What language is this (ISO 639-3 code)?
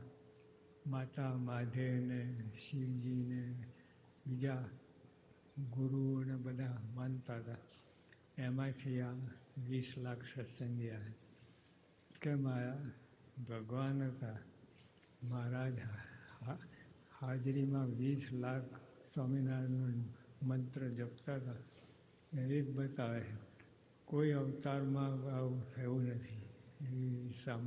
guj